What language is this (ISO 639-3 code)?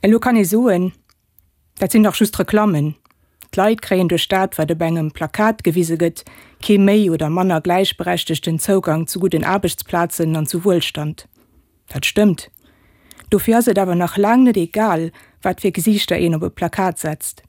ltz